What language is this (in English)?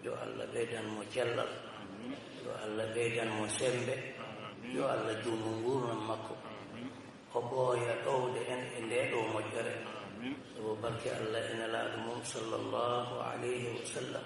Fula